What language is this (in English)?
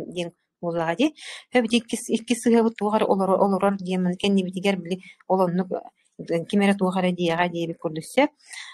Yakut